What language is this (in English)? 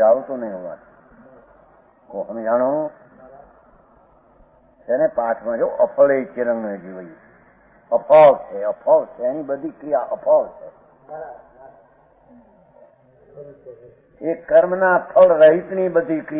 Gujarati